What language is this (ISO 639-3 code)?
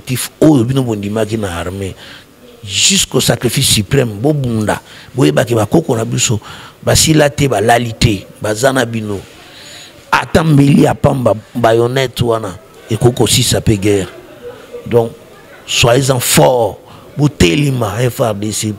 lin